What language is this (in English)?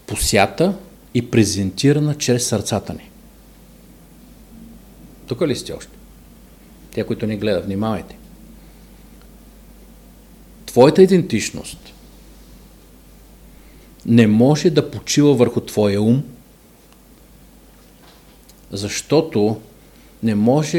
Bulgarian